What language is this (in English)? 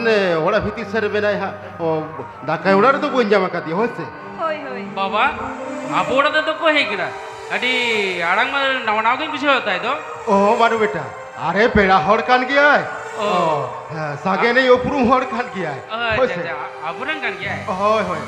Santali